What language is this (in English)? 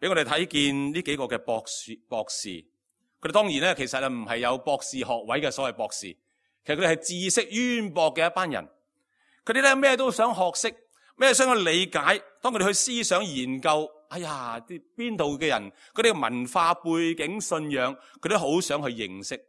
Cantonese